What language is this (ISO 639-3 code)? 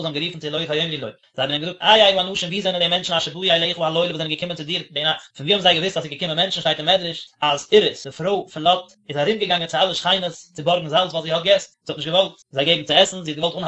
yid